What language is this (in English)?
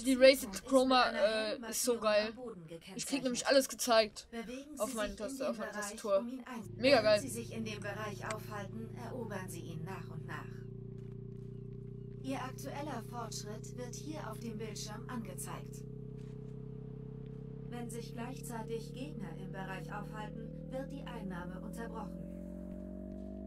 German